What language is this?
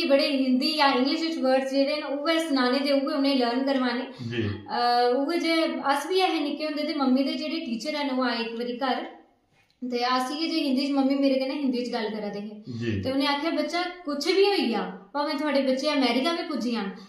Dogri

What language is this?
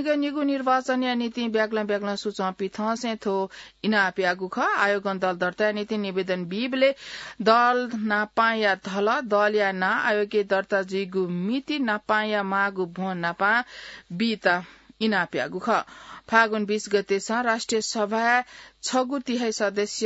Newari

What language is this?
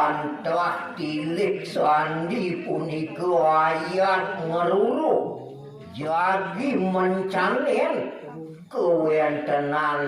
Balinese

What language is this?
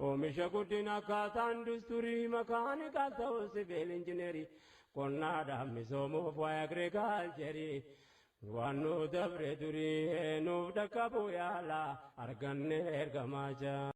Oromo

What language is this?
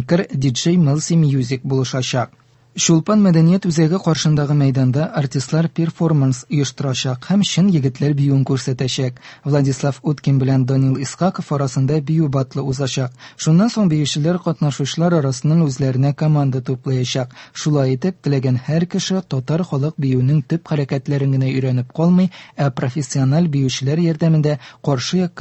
Tatar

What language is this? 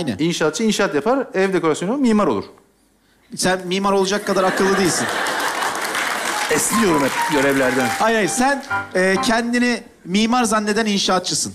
Turkish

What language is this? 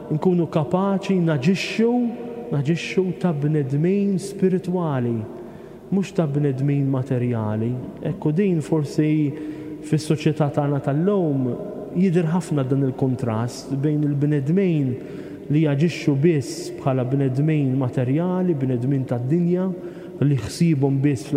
Maltese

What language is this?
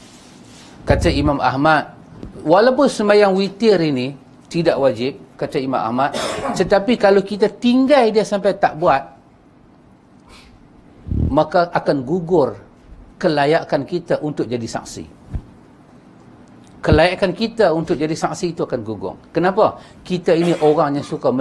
Malay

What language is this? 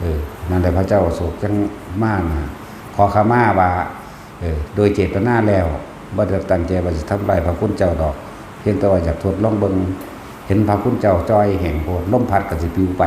Northeastern Thai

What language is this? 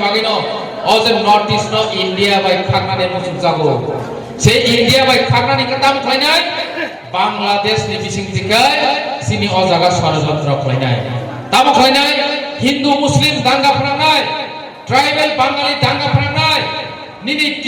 Kok Borok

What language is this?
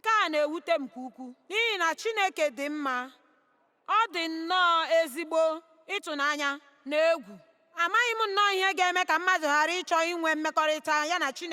Igbo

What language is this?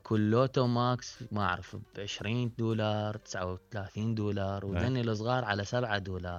Mesopotamian Arabic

